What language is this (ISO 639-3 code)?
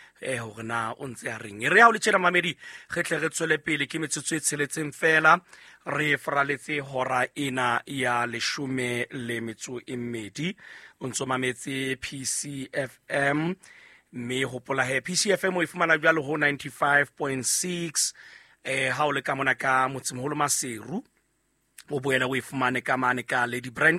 sot